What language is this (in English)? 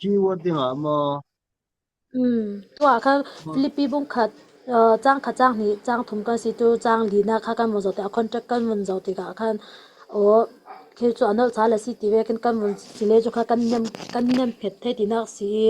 Falam Chin